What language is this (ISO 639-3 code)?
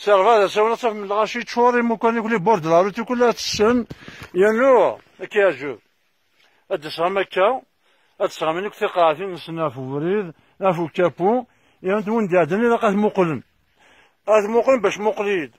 kab